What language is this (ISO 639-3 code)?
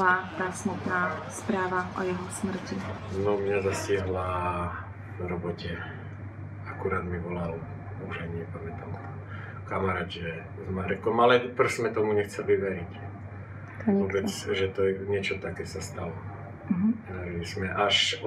slk